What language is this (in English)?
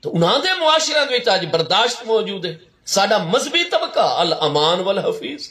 Saraiki